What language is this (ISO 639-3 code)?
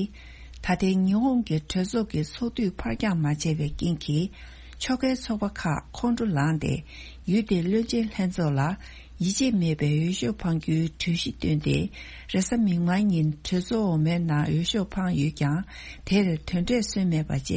bod